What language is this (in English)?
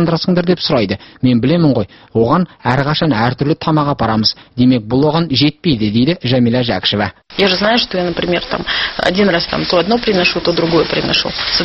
Kazakh